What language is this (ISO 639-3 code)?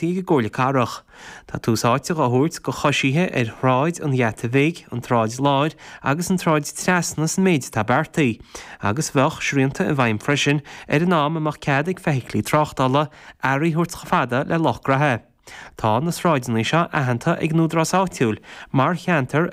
gle